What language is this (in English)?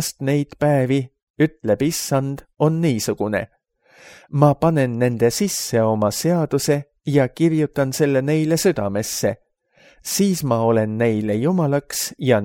Estonian